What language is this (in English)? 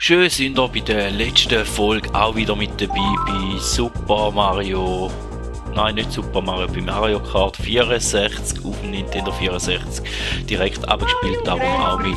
Swiss German